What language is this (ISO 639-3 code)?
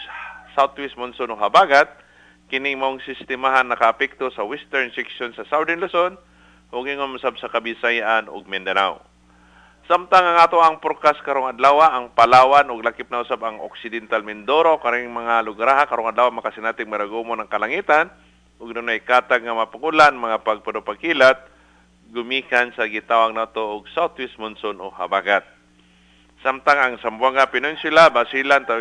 ceb